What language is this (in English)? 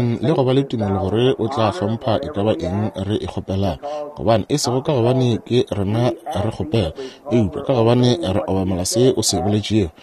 Northern Sotho